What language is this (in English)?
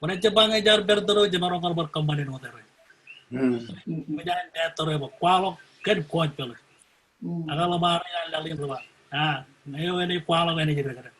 Marshallese